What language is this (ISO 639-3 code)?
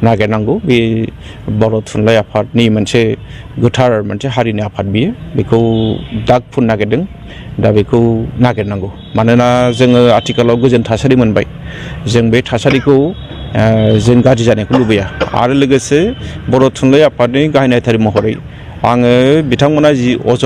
brx